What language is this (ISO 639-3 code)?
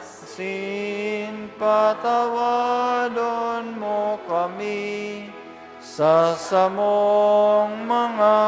bik